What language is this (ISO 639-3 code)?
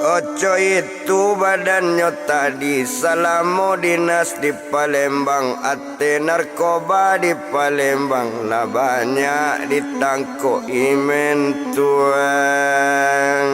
min